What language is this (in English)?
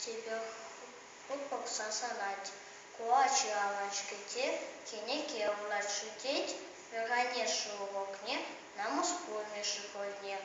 Chuvash